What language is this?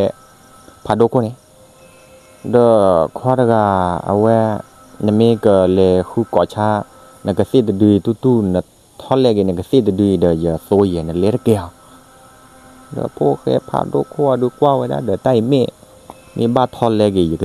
S'gaw Karen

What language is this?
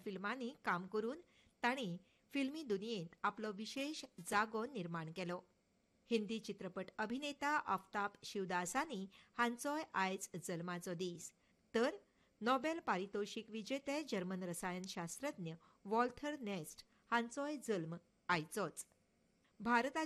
Konkani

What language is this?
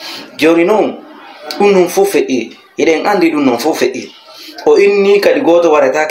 Fula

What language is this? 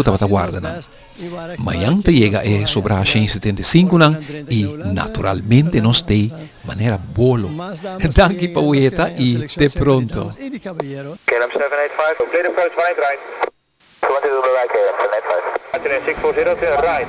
Papiamento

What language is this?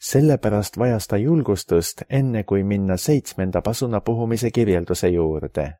Estonian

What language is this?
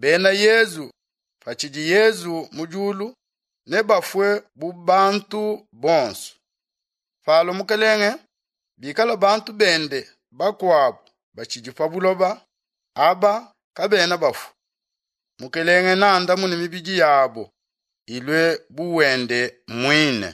Luba-Lulua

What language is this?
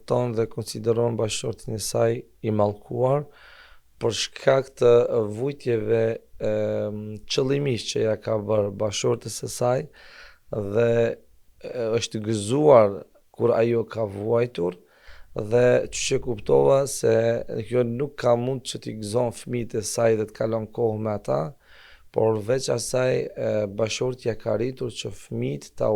Albanian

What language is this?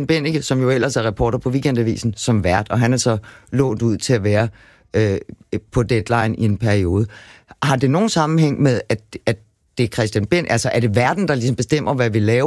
Danish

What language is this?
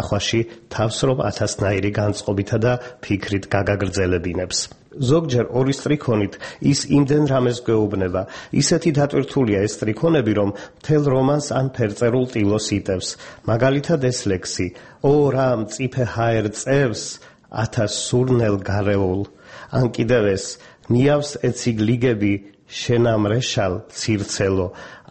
Georgian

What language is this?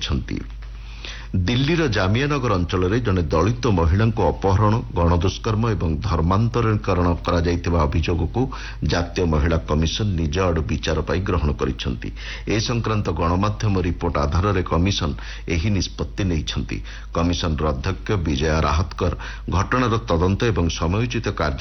Odia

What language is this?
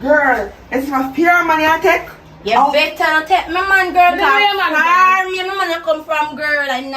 Jamaican Creole English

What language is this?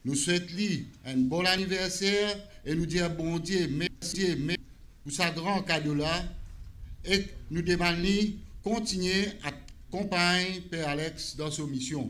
Morisyen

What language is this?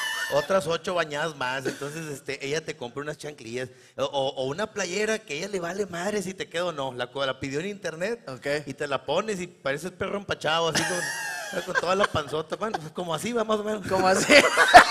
Spanish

